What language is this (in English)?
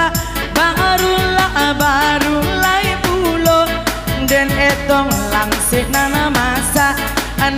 Minangkabau